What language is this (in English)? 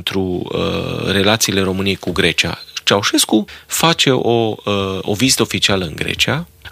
Romanian